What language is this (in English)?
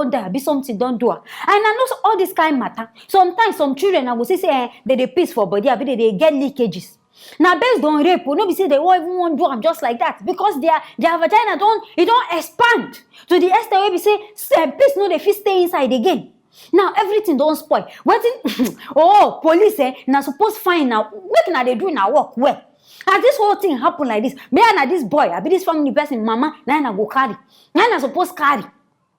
Nigerian Pidgin